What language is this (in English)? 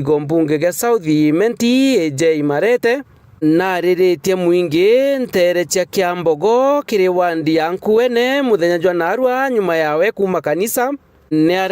Meru